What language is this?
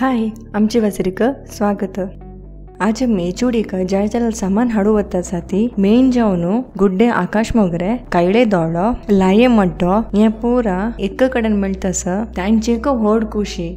Konkani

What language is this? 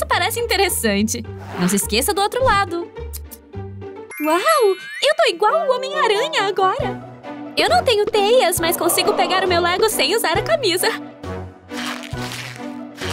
Portuguese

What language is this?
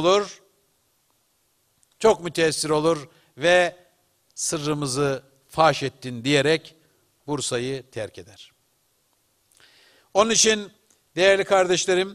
Turkish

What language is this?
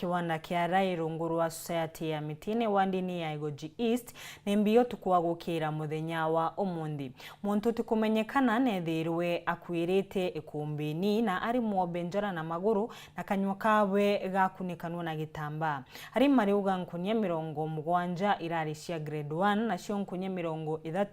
Meru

